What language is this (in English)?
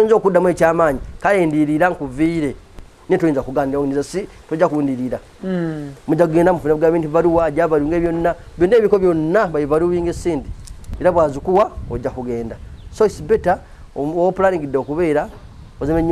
Ganda